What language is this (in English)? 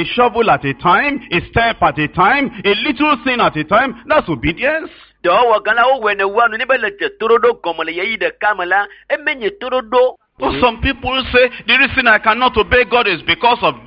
Ewe